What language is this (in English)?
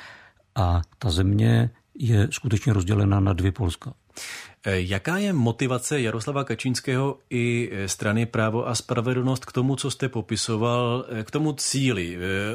Czech